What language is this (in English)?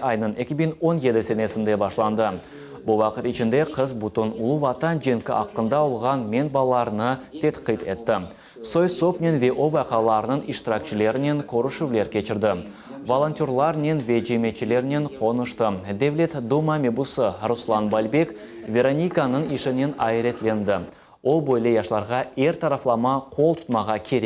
Crimean Tatar